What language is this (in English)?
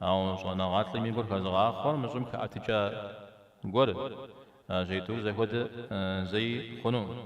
Kabardian